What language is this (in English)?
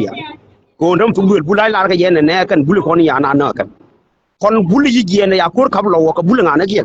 Nuer